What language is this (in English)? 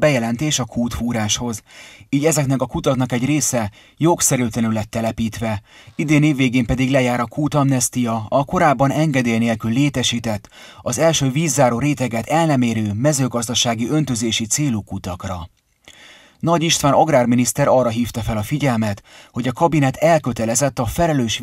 Hungarian